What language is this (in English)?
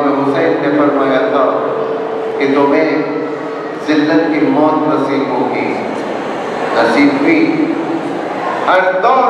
Urdu